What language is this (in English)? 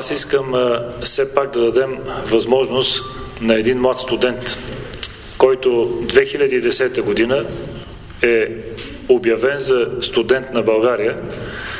Bulgarian